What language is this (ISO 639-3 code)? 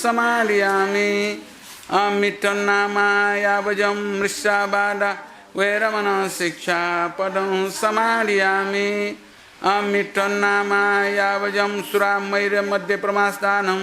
new